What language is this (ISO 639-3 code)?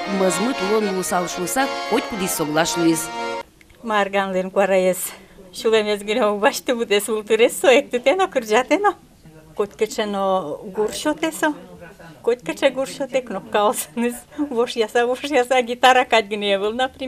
udm